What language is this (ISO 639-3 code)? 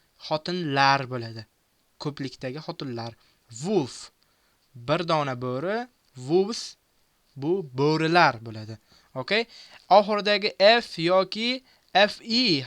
uzb